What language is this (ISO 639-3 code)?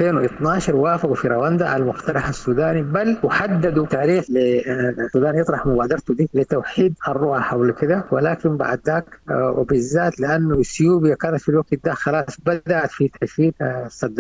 apd